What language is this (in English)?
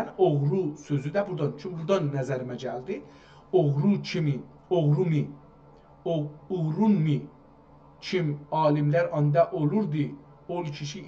South Azerbaijani